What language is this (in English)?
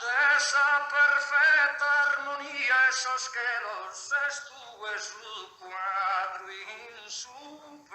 Sardinian